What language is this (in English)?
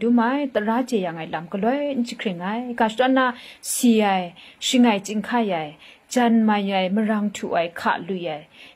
Kachin